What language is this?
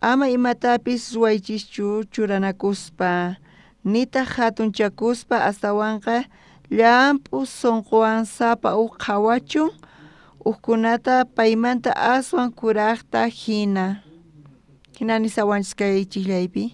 South Bolivian Quechua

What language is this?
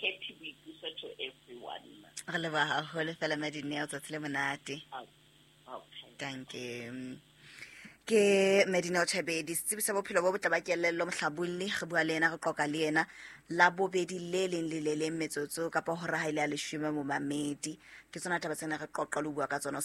Southern Sotho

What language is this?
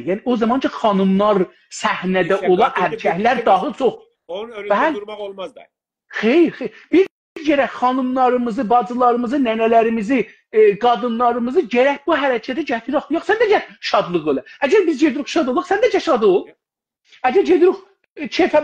South Azerbaijani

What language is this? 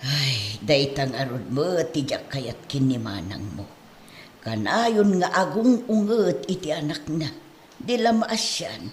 Iloko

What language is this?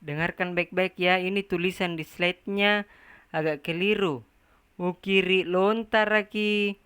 Makasar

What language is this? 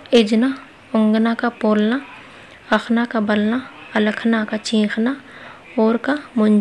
Kurukh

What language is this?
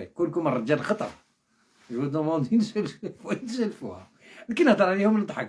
Algerian Arabic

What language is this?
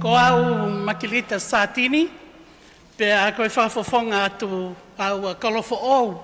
Tongan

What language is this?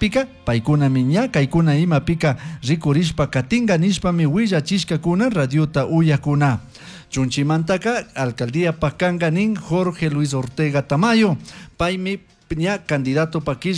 Chimborazo Highland Quichua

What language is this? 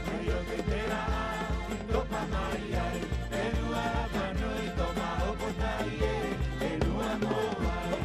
Rapanui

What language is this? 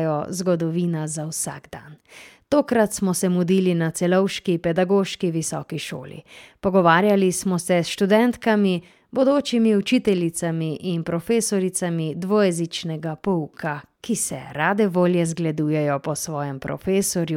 Slovenian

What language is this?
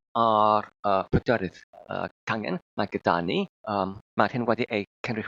Welsh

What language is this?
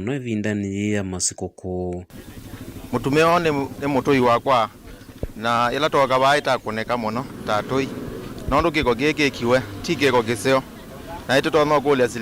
Kamba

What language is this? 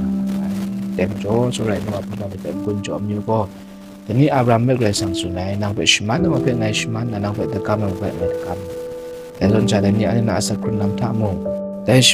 Kachin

